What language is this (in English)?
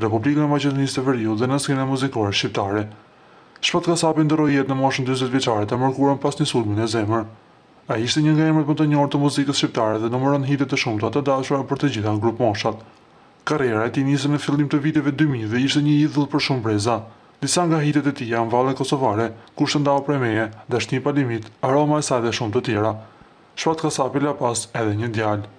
Albanian